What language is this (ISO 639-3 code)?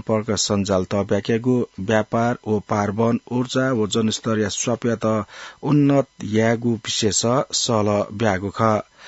new